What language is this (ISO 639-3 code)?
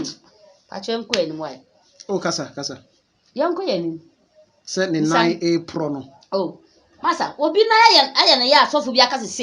aka